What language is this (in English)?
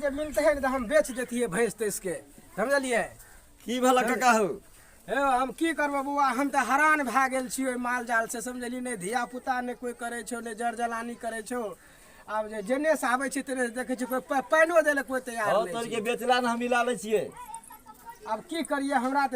Maithili